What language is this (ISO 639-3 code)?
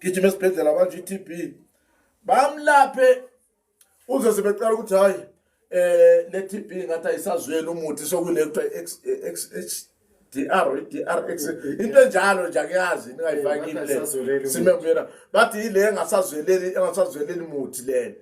zul